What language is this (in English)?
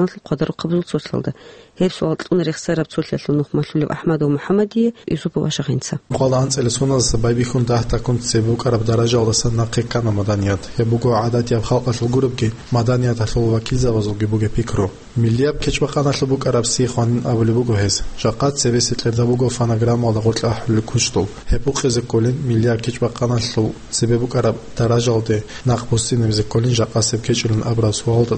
Avaric